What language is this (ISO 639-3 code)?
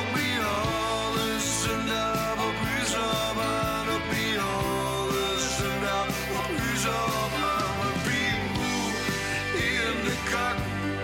nld